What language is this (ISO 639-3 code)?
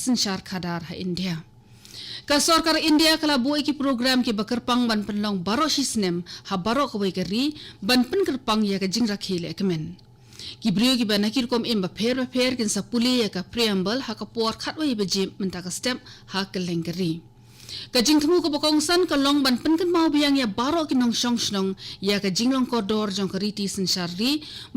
kha